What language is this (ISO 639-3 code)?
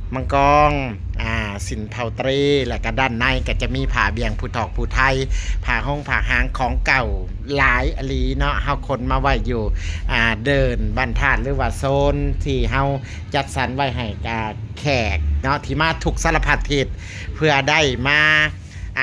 lao